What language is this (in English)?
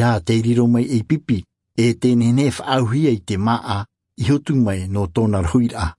Tahitian